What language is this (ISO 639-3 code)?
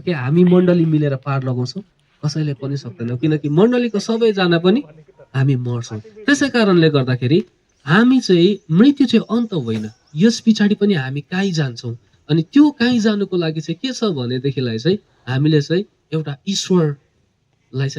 nep